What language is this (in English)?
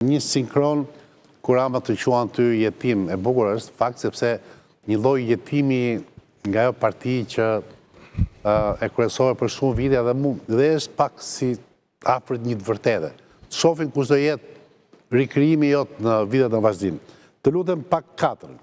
Albanian